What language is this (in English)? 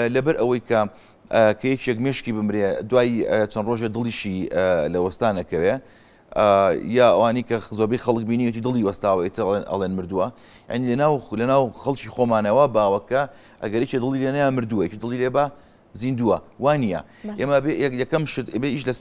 Central Kurdish